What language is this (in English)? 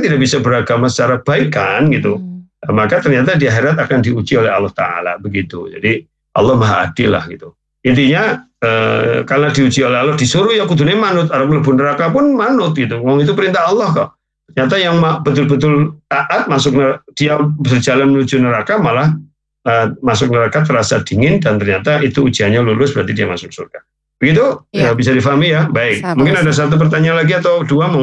Indonesian